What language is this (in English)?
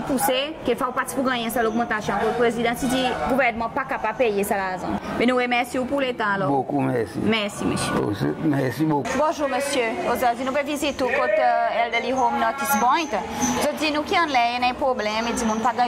Seselwa Creole French